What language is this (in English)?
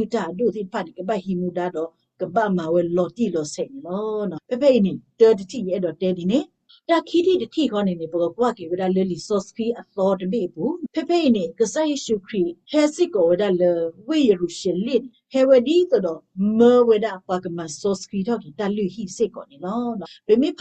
S'gaw Karen